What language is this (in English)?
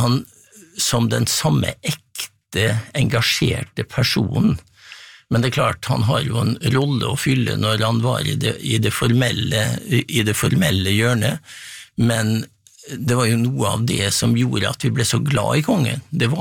Norwegian